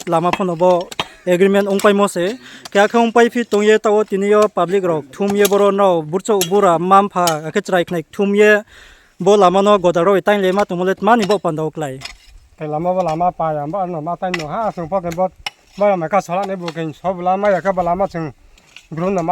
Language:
Riang (India)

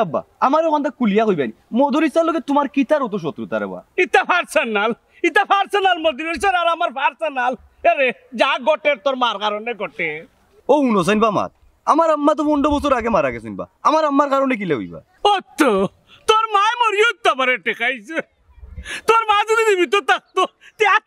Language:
Sylheti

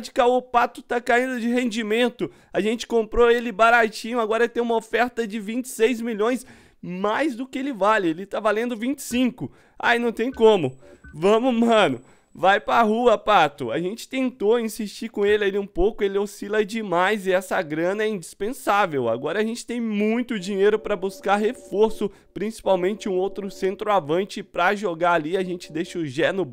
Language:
Portuguese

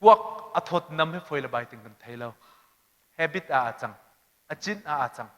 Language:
Hakha Chin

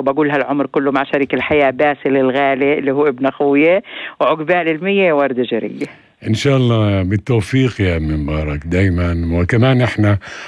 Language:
North Levantine Arabic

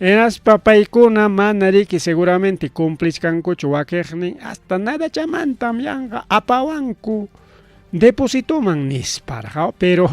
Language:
Ayacucho Quechua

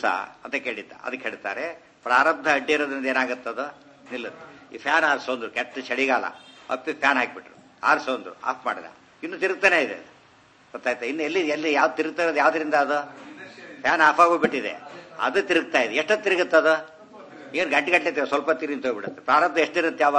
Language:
Kannada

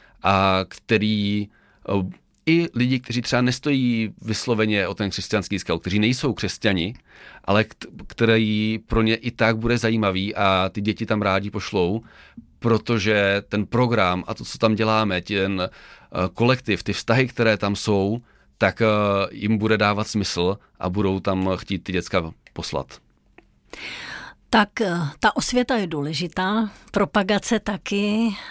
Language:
Czech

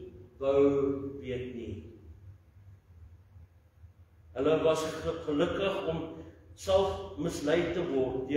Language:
Afrikaans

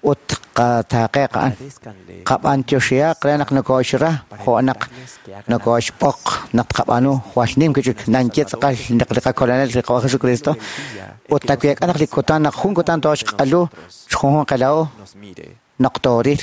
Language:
Kekchí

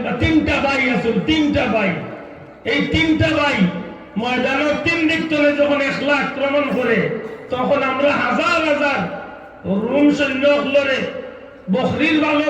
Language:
Sylheti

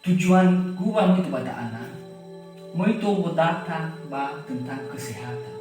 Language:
Nias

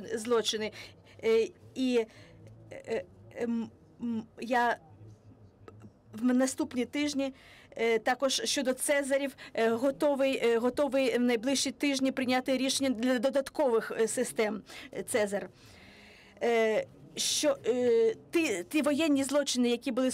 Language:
Ukrainian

